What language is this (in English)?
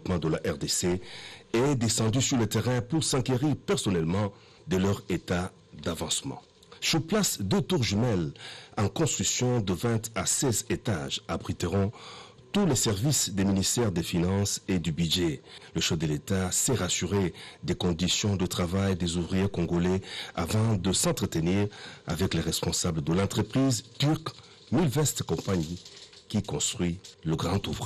French